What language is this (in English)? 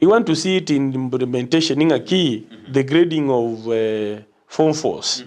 Gusii